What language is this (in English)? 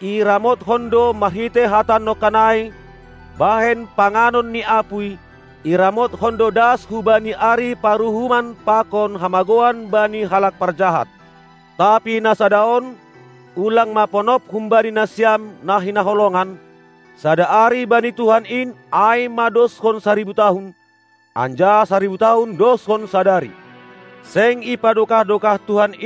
Batak Simalungun